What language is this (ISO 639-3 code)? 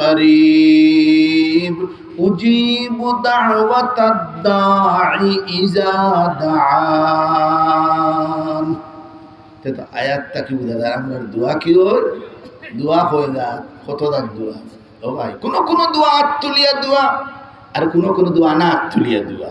syl